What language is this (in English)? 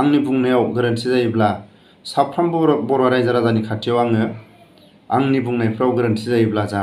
Bodo